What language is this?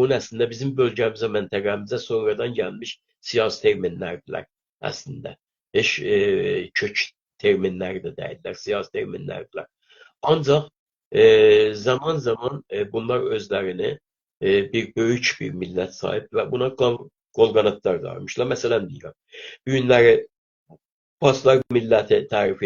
South Azerbaijani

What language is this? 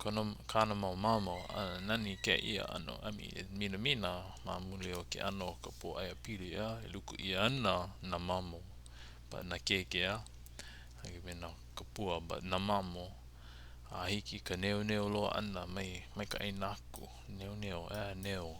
Hawaiian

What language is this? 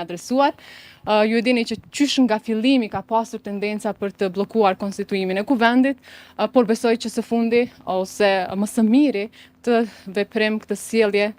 Albanian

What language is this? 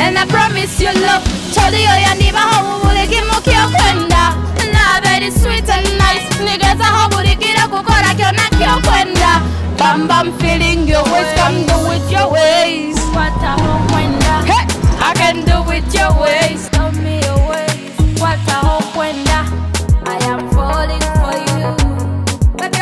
Nyoro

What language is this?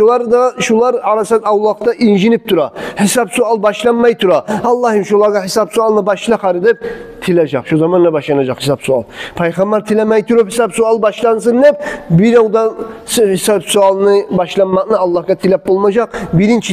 Kumyk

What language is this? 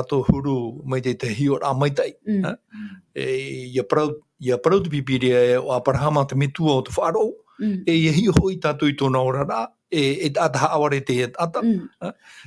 Tahitian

